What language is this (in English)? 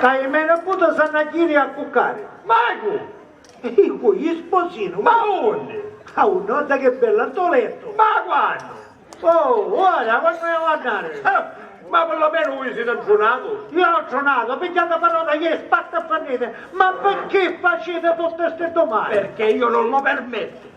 Sicilian